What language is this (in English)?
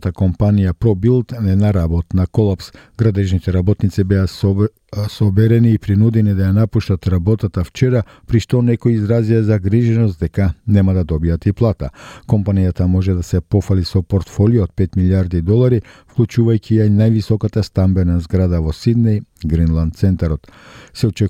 Macedonian